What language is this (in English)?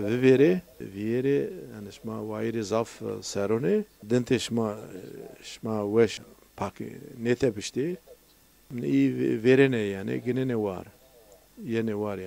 Zaza